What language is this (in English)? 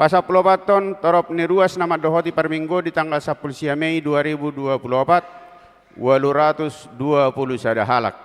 Batak Toba